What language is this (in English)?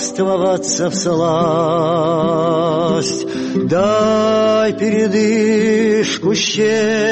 Georgian